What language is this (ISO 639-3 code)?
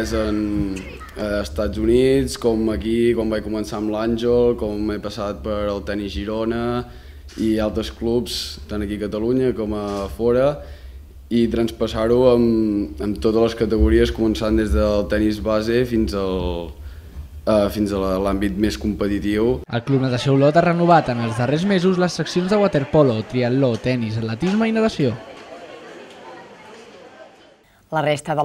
cat